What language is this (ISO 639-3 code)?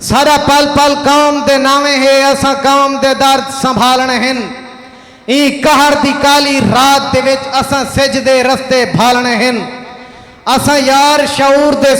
skr